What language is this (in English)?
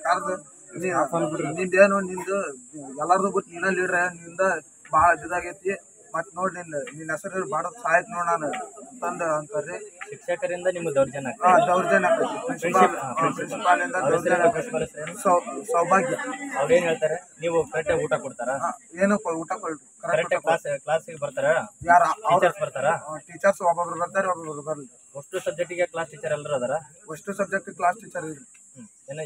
Kannada